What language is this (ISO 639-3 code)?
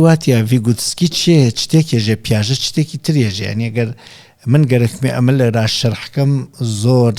ckb